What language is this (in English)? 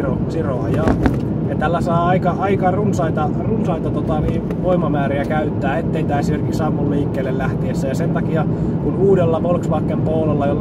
Finnish